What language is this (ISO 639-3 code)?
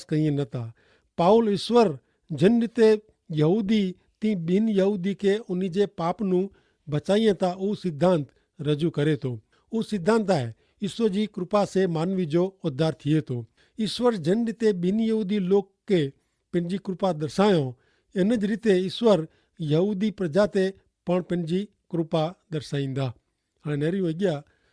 kfr